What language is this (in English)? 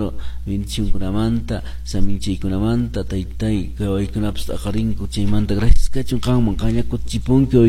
Quechua